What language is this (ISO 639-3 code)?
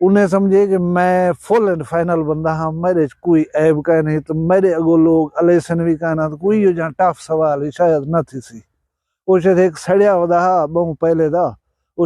skr